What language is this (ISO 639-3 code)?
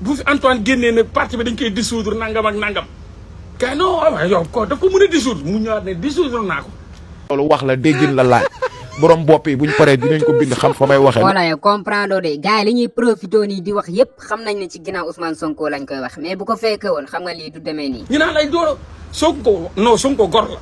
wol